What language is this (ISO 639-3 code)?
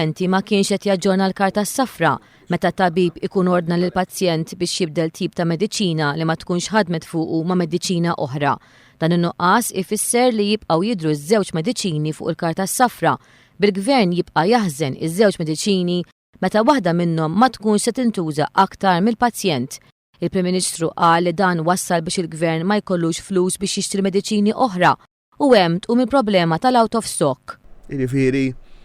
mlt